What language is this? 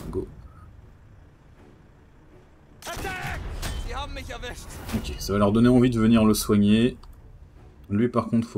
French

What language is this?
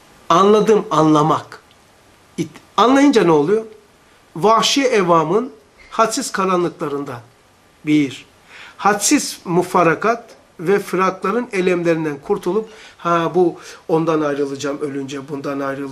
Turkish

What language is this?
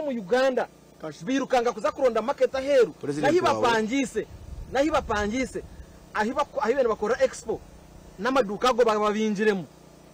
Nyankole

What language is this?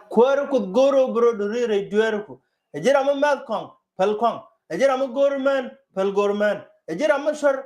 Nuer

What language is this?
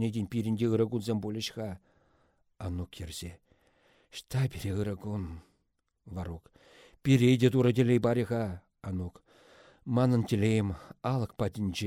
Chuvash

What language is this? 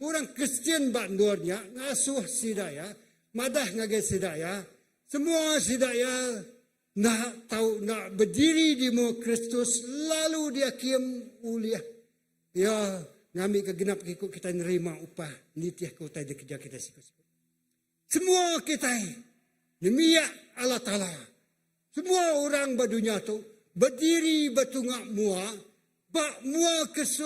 Iban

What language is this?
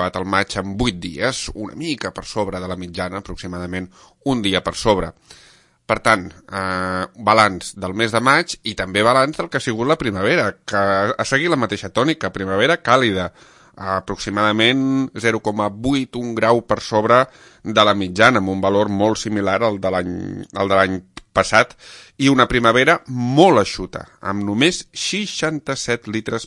Catalan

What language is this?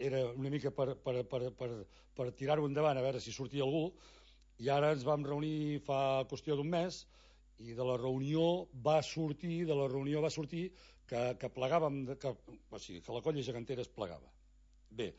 Catalan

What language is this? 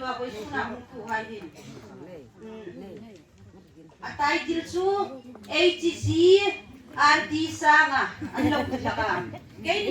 Hmar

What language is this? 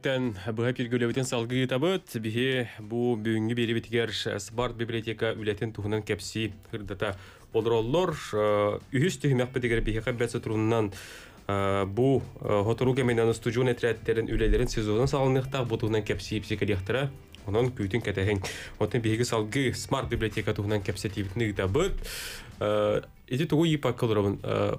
Yakut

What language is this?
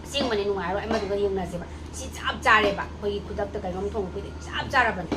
Manipuri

